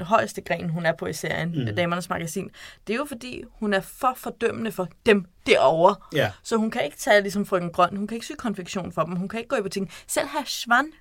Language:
Danish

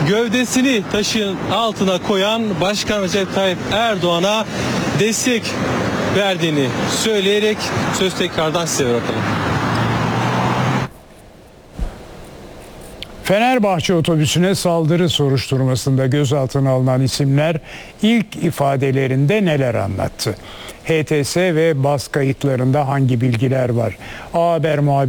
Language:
Turkish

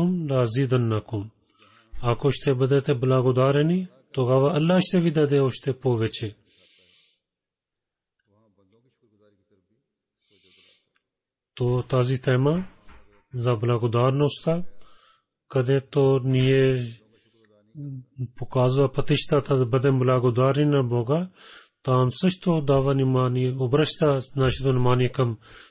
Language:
Bulgarian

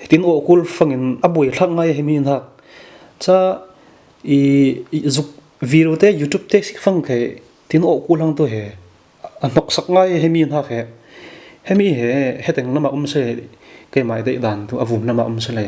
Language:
Falam Chin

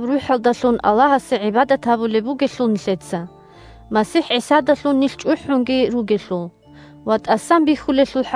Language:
Avaric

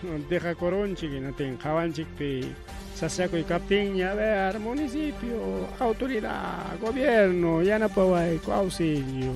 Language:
Ayacucho Quechua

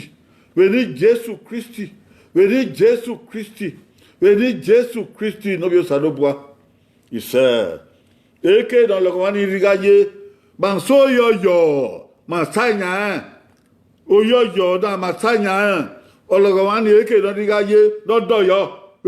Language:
Bini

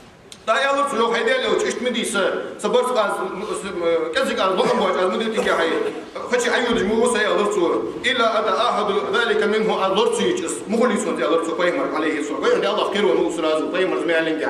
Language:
Ingush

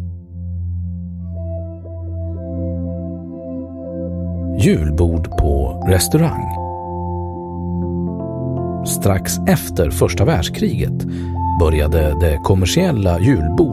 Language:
Swedish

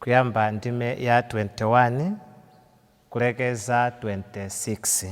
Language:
Nyanja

